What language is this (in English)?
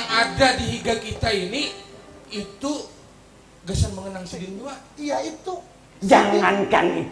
Banjar